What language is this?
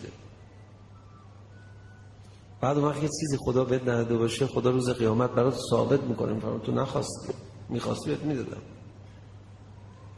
Persian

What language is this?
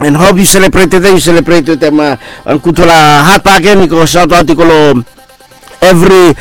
Bislama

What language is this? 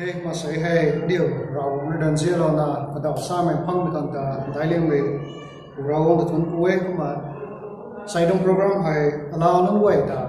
Rongmei Naga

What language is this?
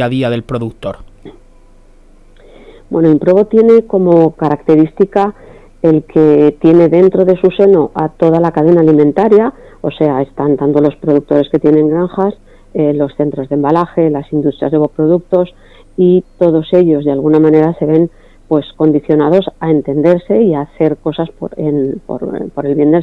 Spanish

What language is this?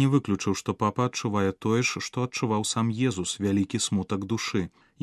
Belarusian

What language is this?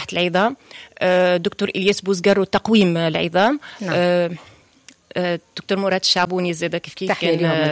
Tunisian Arabic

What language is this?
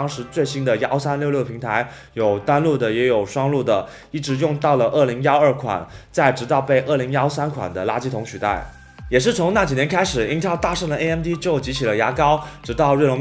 Chinese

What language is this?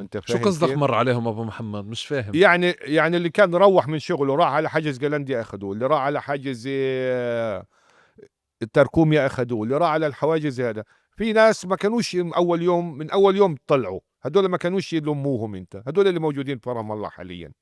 North Levantine Arabic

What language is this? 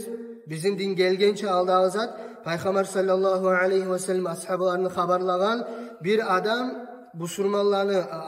Kumyk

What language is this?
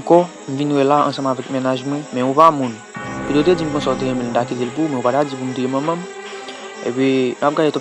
Haitian Creole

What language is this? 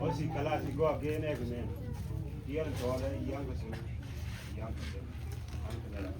Mabaan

